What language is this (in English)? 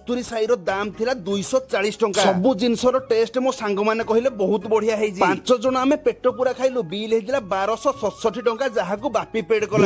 Odia